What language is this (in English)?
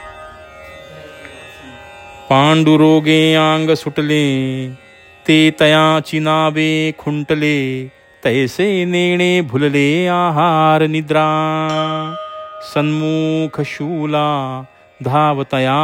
Marathi